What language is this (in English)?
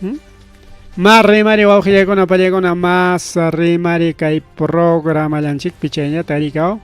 Ayacucho Quechua